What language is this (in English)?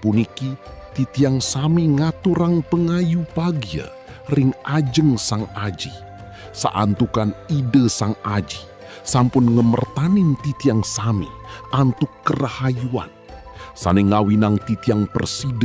Balinese